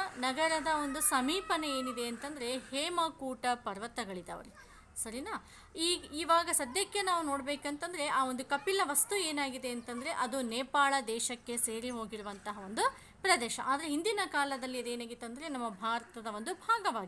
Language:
Kannada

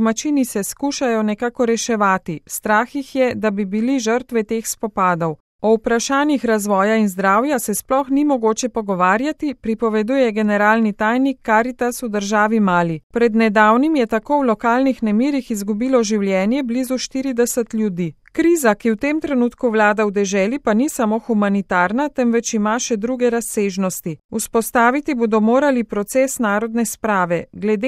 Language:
Slovenian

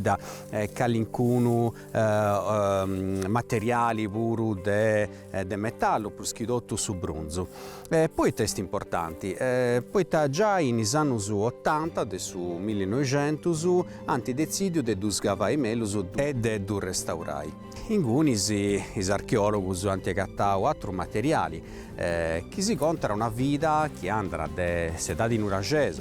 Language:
Sardinian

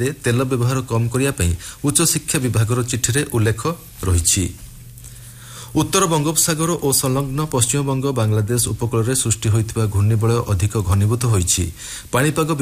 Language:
Odia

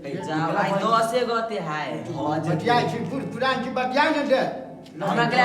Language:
Maithili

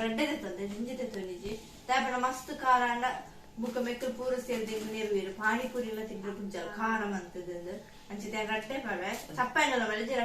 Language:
Tulu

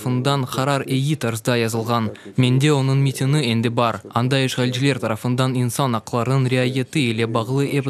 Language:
Crimean Tatar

